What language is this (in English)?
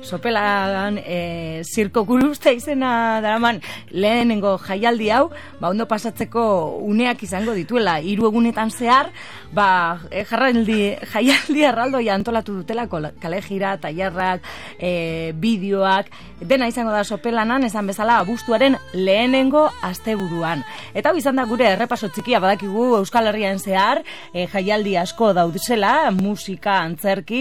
Basque